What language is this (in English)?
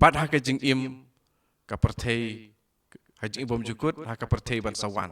Khasi